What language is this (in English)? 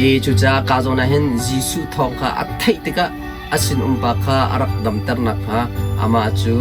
Hakha Chin